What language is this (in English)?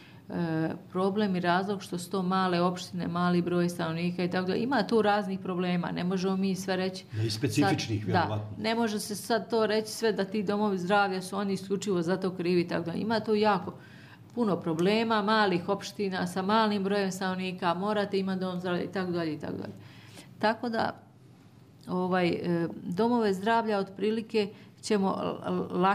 Serbian